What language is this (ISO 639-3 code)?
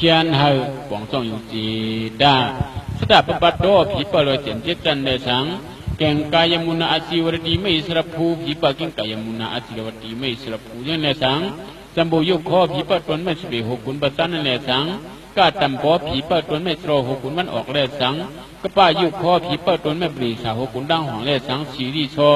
shn